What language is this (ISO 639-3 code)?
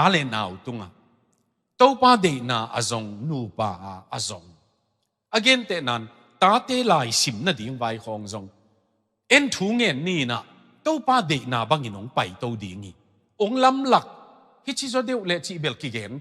ctd